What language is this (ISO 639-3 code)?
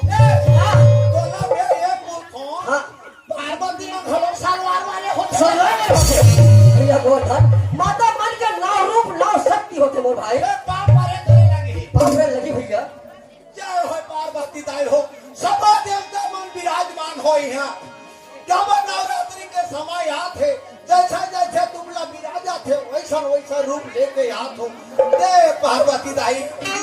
hne